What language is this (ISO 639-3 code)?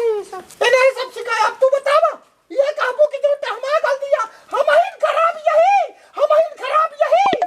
awa